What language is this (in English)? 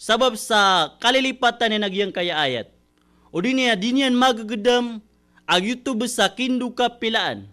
Maranao